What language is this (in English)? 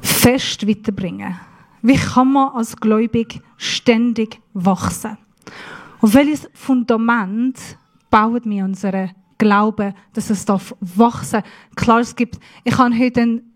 Swiss German